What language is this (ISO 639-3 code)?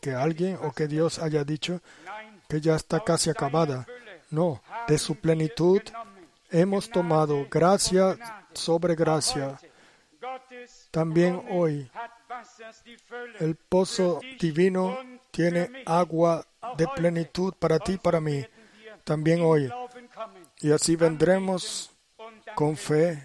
spa